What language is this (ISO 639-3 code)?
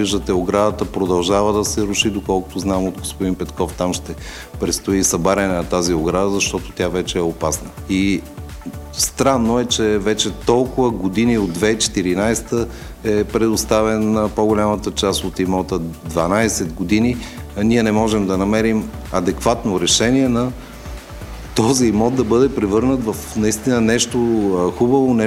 bul